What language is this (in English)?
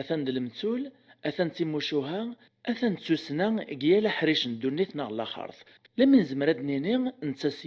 Kabyle